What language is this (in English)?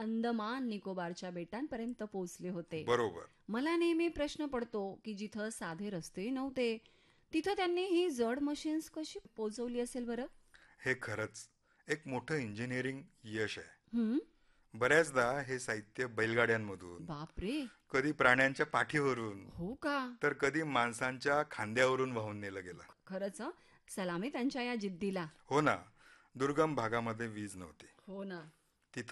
Marathi